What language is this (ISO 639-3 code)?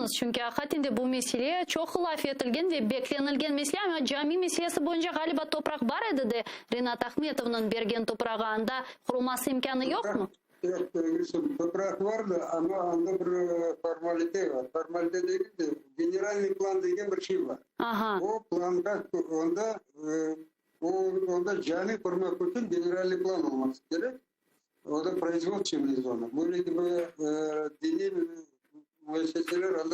crh